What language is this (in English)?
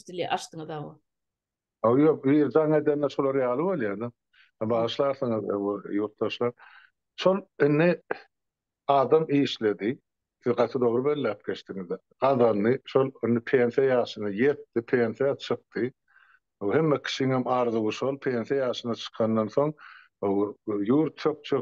Turkmen